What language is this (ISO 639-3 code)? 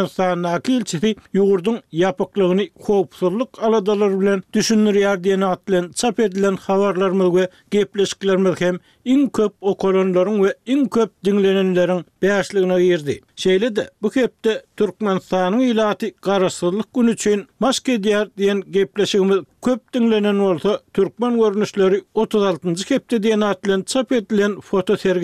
tuk